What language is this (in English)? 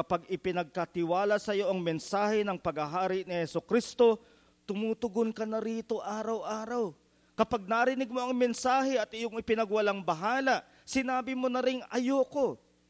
Filipino